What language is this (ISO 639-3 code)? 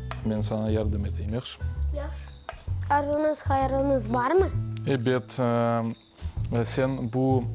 crh